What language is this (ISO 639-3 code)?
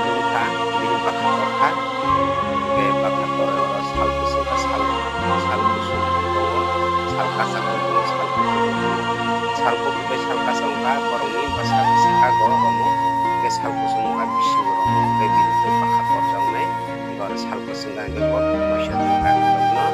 trp